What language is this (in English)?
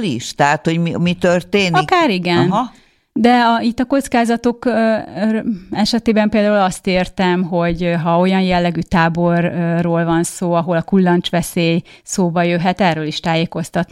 Hungarian